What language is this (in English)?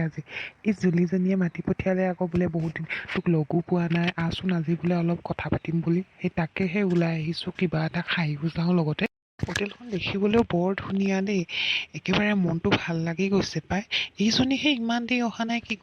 Assamese